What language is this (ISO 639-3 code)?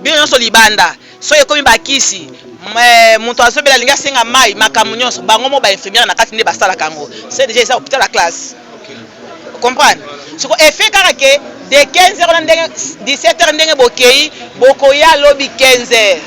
lin